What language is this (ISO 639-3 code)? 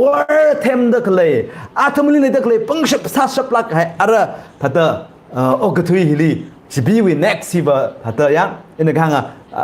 nmf